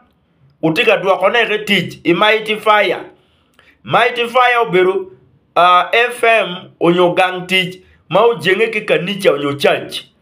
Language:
Acoli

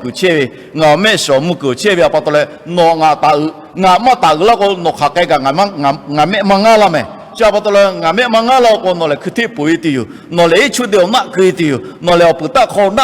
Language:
Lahu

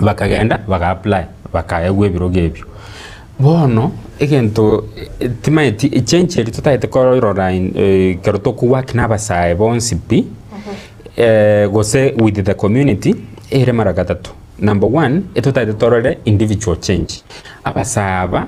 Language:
Gusii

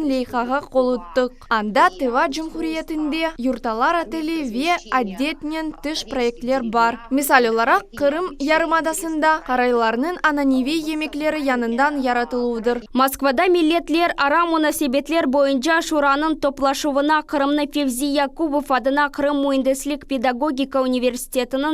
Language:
Crimean Tatar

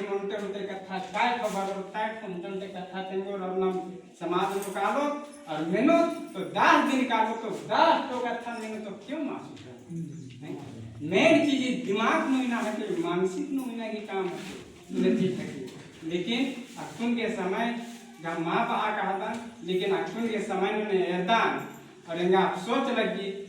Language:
Kurukh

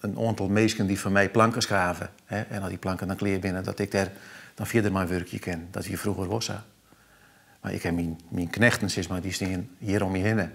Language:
Western Frisian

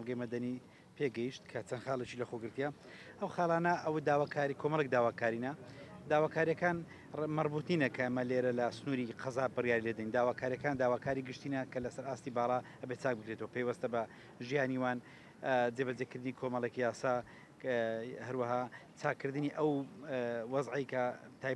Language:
Central Kurdish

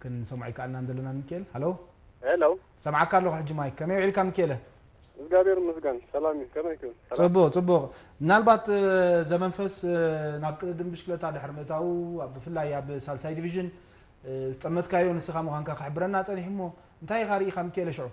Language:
Tigrinya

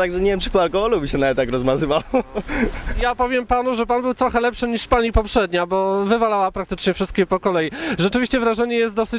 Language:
Polish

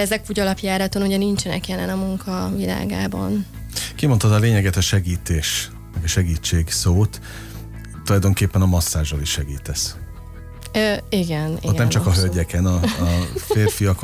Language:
Hungarian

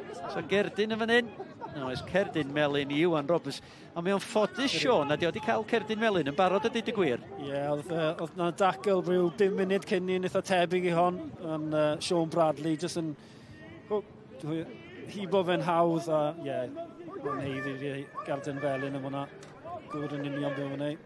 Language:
Welsh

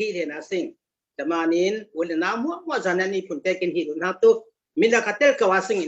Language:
Falam Chin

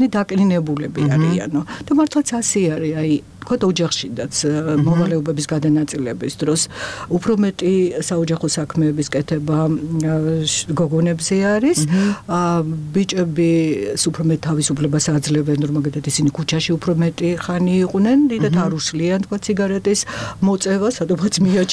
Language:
Georgian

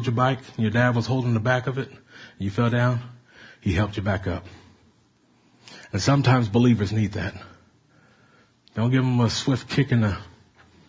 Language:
English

